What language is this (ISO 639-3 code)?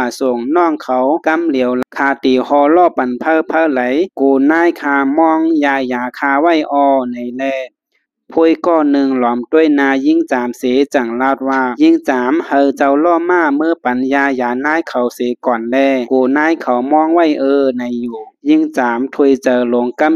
shn